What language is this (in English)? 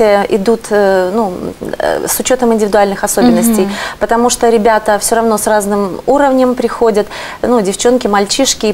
Russian